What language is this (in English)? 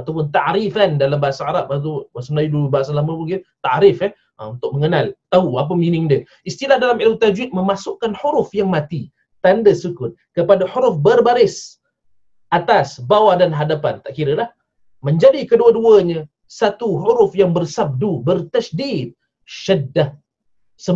Malay